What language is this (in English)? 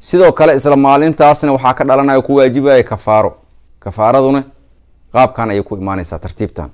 Somali